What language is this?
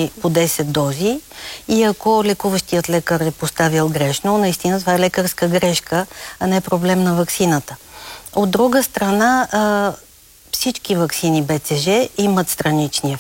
Bulgarian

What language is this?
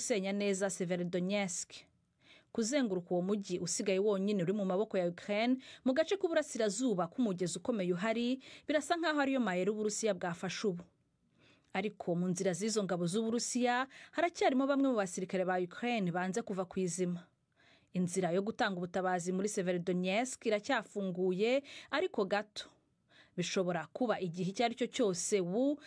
Kinyarwanda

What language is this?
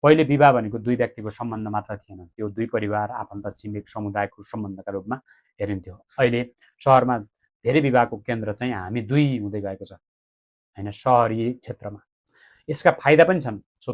Nepali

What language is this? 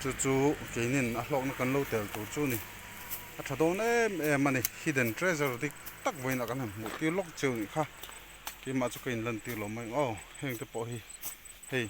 Mizo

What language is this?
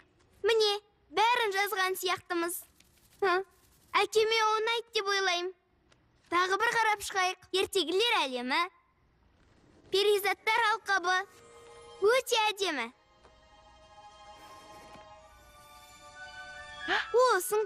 Kazakh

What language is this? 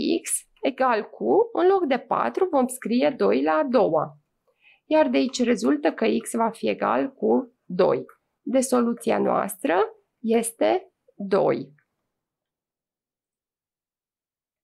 Romanian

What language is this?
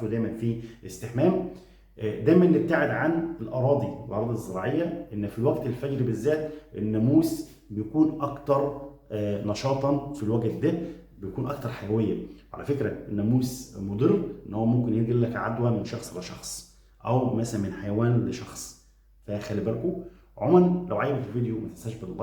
Egyptian Arabic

